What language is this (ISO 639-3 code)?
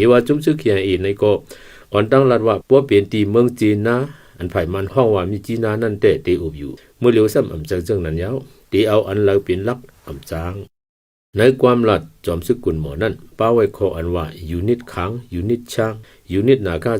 shn